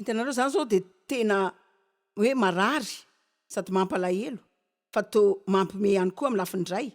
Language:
Malagasy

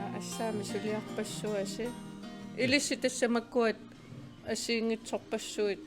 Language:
Kalaallisut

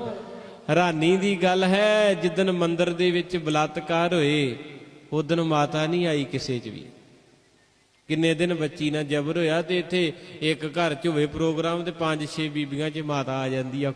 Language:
Punjabi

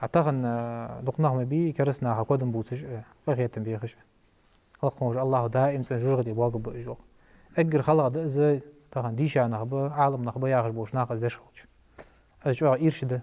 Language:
Ingush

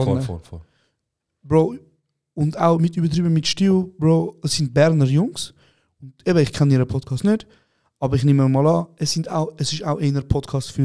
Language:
Swiss German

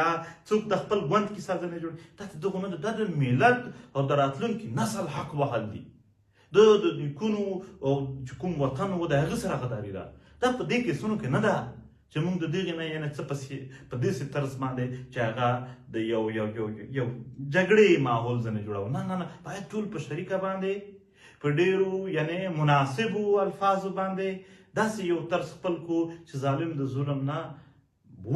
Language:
Pashto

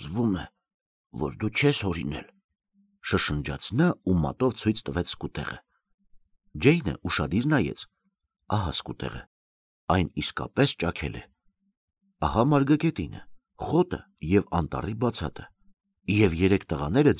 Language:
Armenian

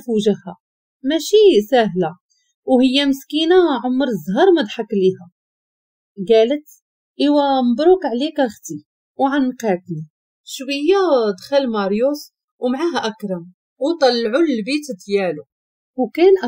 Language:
Moroccan Arabic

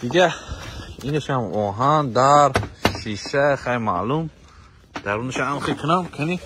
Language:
Tajik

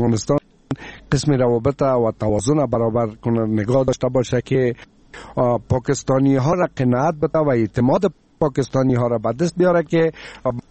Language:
Persian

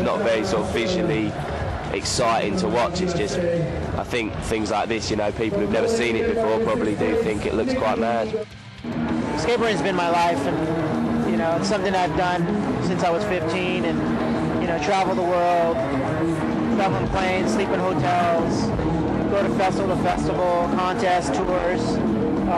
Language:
English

